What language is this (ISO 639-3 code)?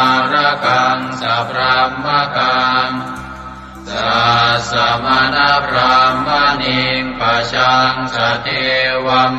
pli